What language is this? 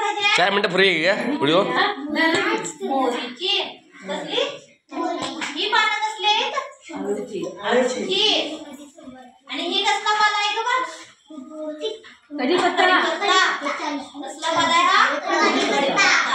Marathi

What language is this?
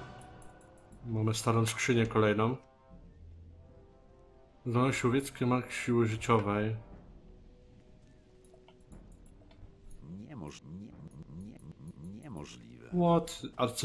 Polish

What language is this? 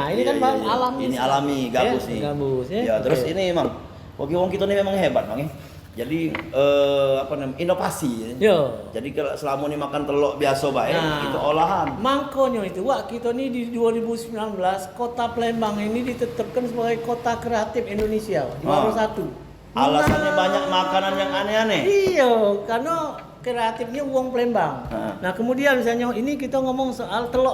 Musi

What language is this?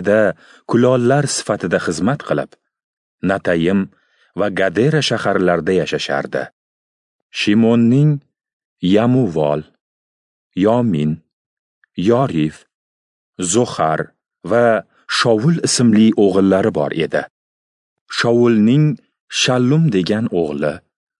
Uzbek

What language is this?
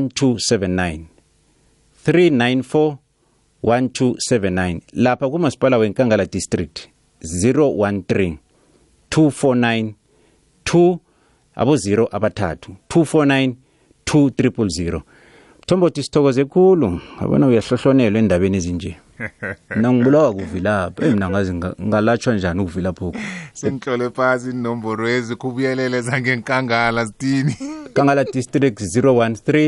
South Ndebele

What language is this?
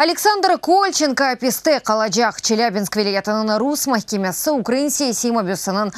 Crimean Tatar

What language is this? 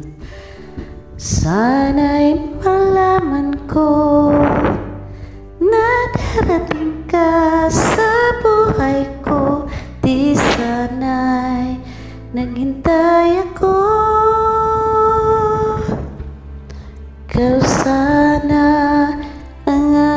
Filipino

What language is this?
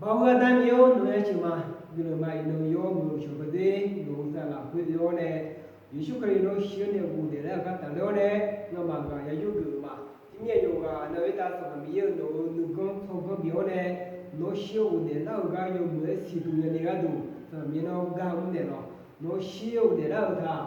Akha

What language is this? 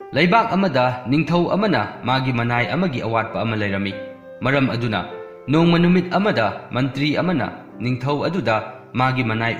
Manipuri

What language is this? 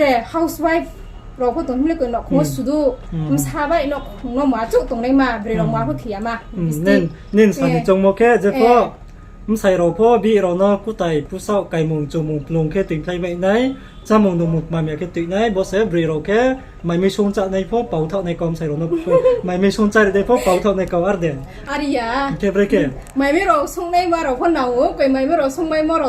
Riang (India)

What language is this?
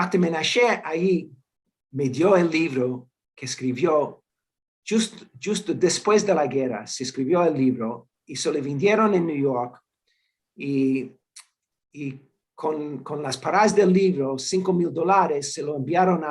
Ladino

